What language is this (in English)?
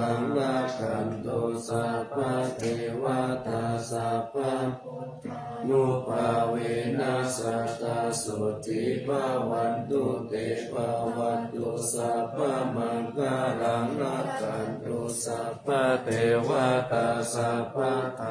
Pali